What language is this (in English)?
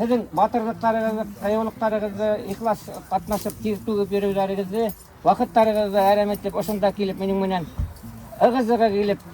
Bashkir